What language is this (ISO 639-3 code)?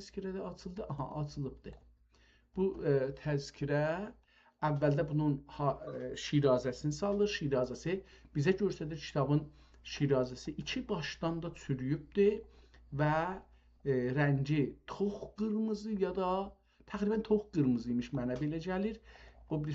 azb